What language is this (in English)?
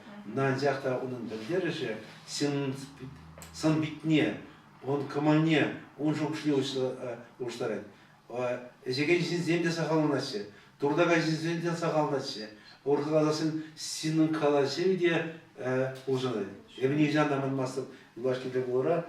Chuvash